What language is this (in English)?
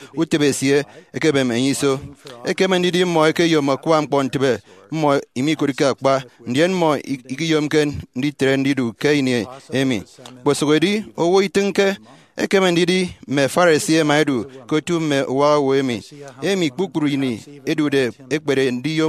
Efik